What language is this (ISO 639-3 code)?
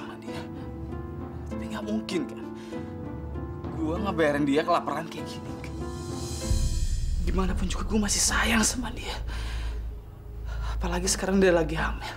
ind